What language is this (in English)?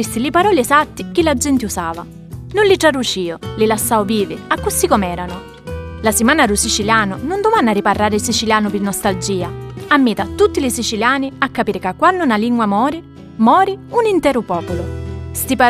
Sicilian